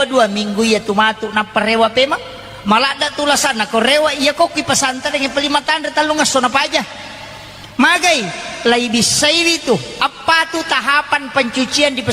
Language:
Buginese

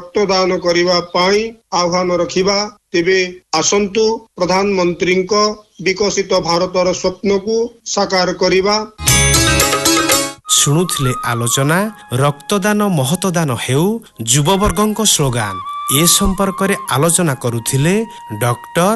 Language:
Odia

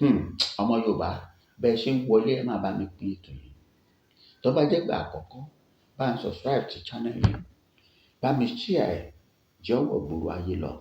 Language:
Yoruba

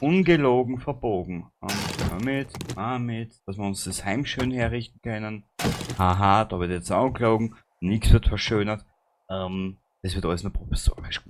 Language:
Bavarian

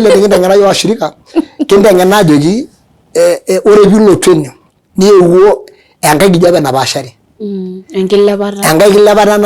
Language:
Masai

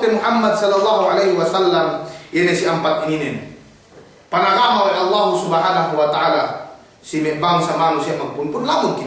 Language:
Yakan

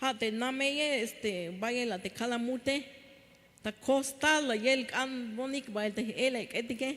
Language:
Tzeltal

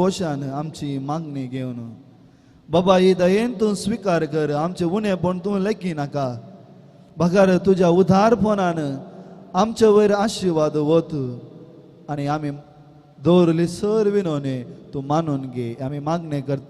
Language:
Konkani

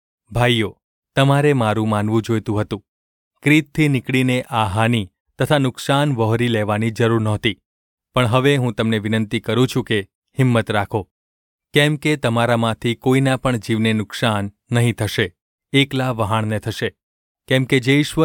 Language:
Gujarati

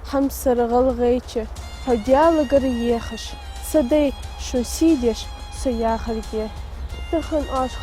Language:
Ingush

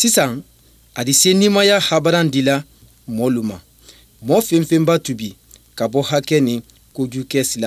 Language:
Bambara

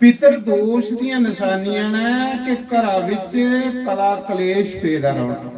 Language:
Dogri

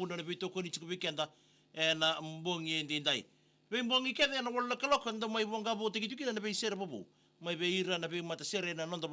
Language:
Fijian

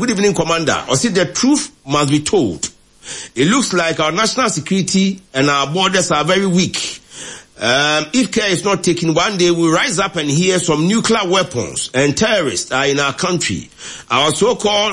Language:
Akan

